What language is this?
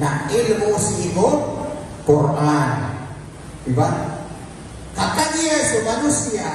Maranao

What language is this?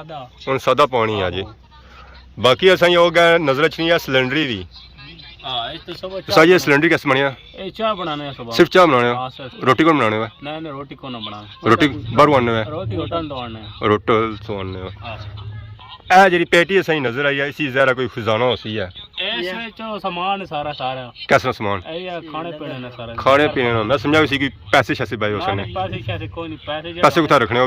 Pahari-Potwari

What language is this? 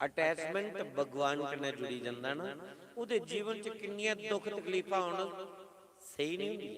Dogri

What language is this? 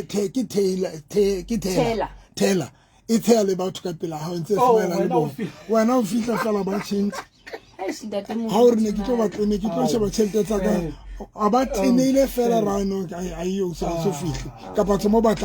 Southern Sotho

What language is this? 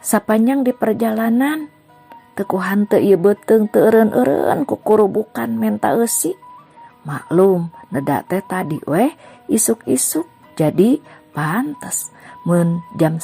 Sundanese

